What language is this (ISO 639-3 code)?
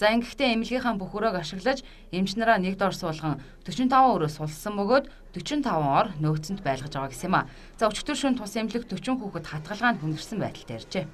mon